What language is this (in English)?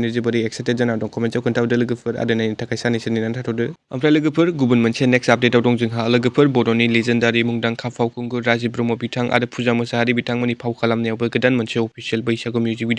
Bodo